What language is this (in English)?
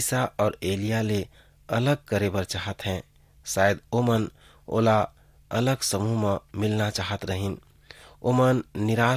Chhattisgarhi